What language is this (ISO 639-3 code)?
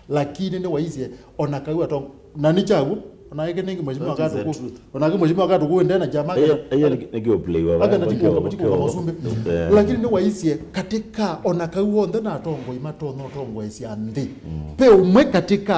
kam